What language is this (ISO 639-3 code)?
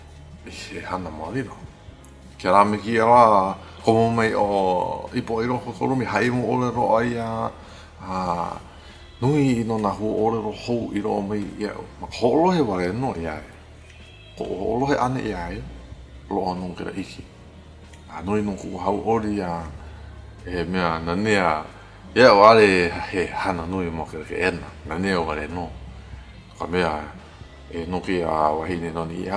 haw